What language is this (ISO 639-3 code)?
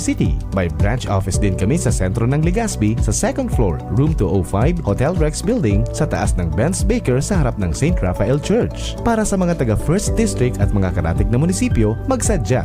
bik